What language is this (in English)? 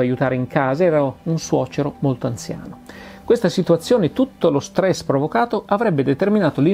Italian